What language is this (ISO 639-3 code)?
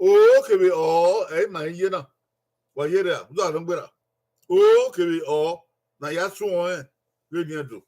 bin